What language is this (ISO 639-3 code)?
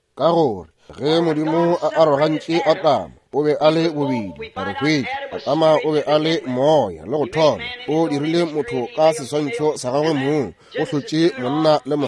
nso